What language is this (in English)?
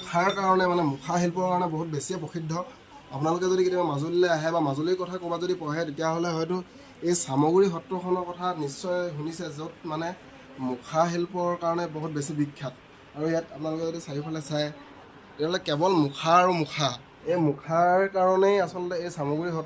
Assamese